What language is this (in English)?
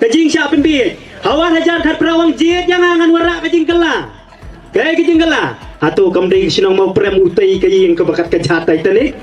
Khasi